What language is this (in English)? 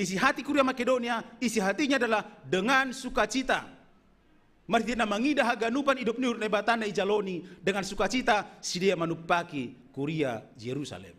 Batak Simalungun